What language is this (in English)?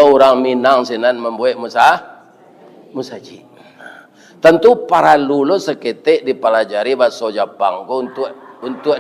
Minangkabau